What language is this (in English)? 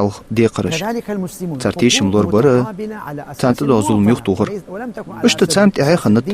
Ingush